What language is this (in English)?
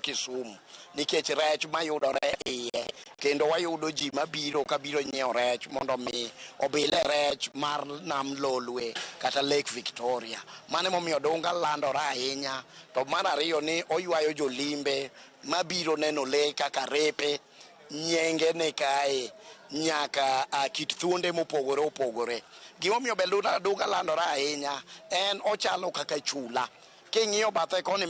Luo (Kenya and Tanzania)